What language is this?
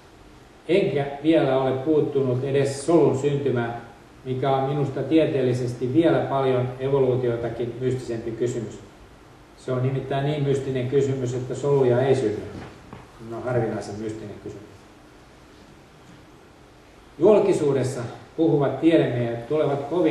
Finnish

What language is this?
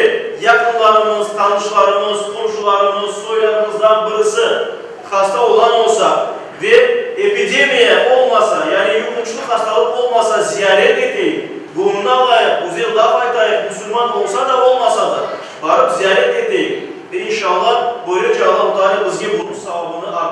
Crimean Tatar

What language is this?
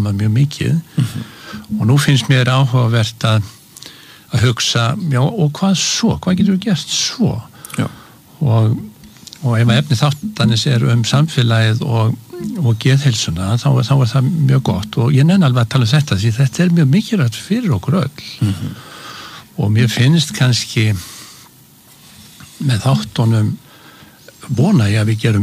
Icelandic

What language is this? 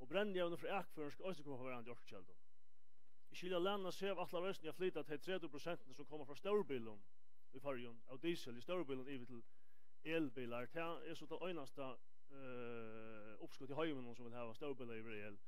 Faroese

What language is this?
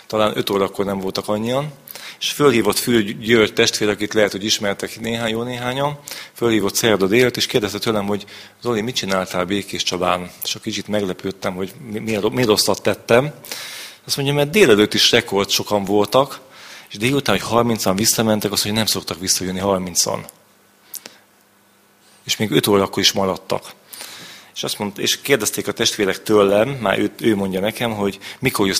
Hungarian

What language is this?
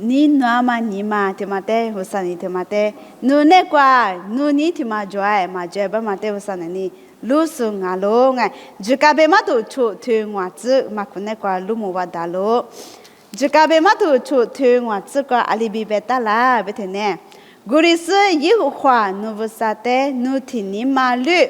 Lisu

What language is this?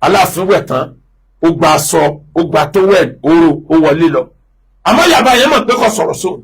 Yoruba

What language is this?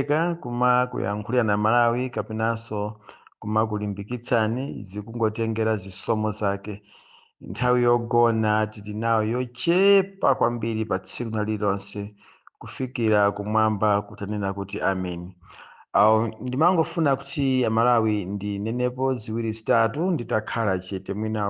Nyanja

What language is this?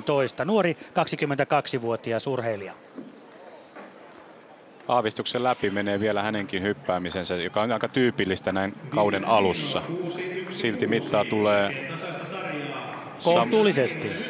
Finnish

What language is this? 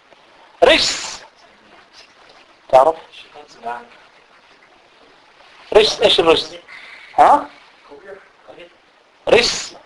Danish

